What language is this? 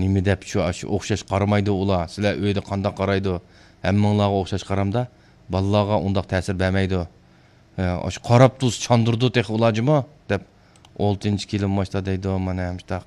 Uyghur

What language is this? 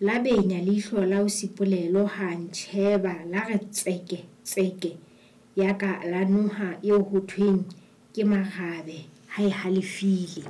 Southern Sotho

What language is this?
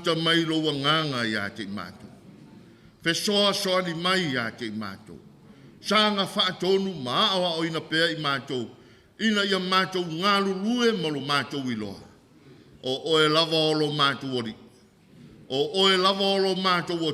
Samoan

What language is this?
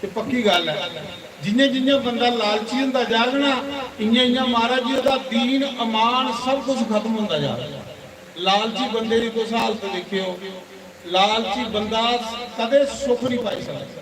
Dogri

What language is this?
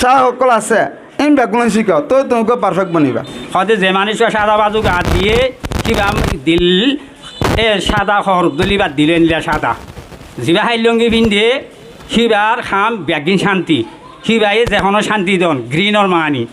Rohingya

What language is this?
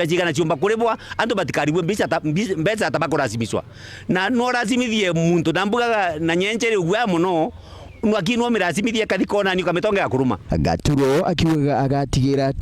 Meru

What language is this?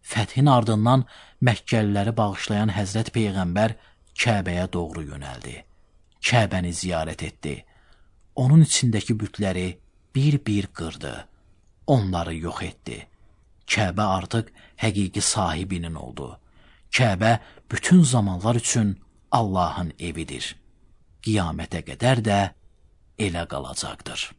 Azerbaijani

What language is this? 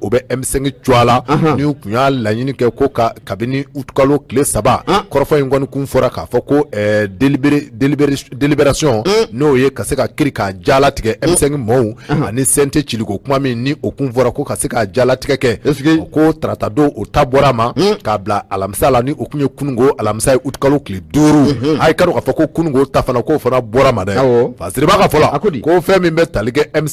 Bambara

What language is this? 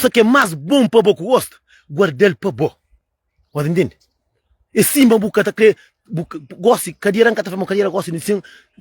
Kabuverdianu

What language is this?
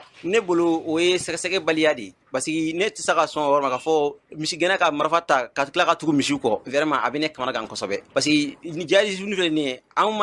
Bambara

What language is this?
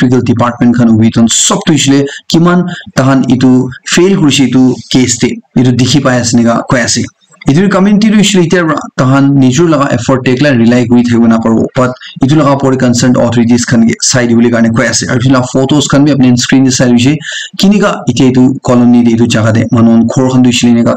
Naga Pidgin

